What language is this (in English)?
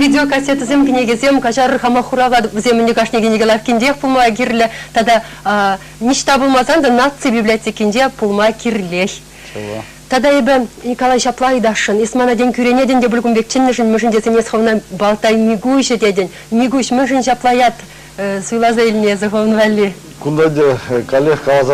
Chuvash